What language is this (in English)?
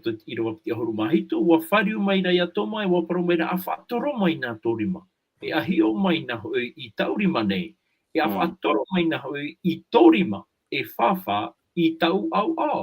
Tahitian